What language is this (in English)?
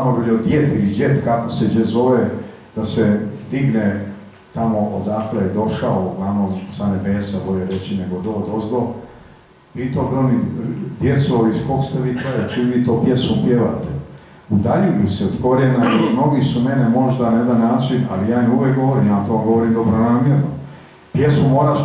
Croatian